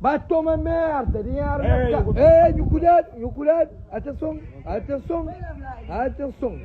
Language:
Kabuverdianu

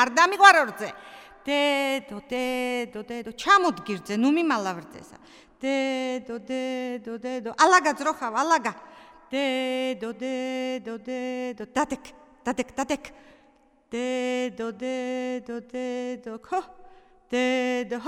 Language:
Georgian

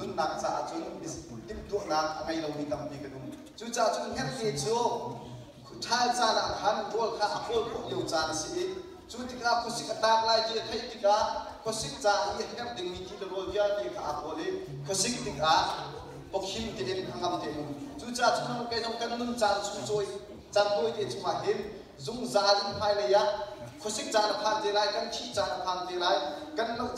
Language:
Hakha Chin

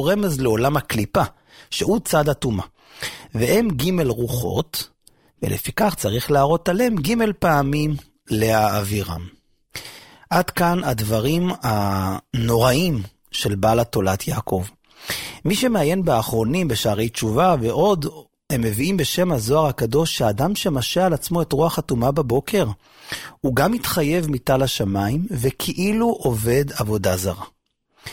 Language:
Hebrew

